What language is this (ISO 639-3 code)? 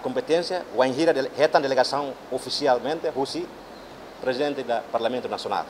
tet